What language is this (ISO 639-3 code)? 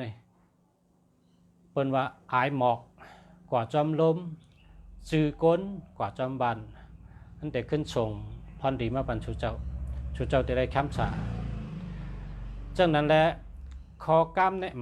shn